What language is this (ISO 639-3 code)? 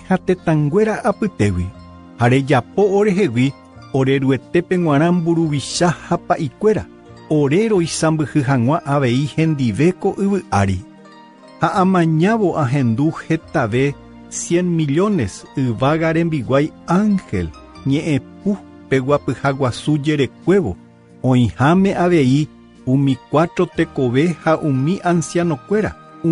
grn